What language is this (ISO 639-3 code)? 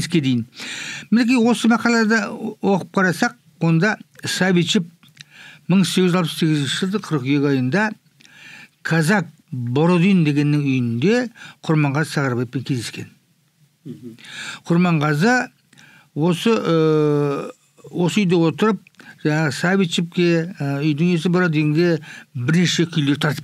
kaz